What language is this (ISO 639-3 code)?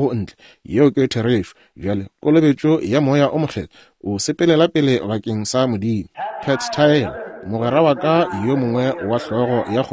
nso